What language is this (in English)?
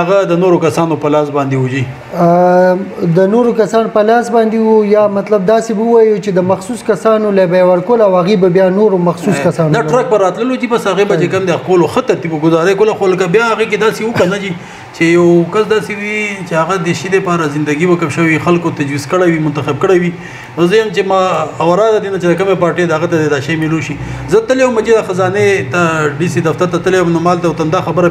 Pashto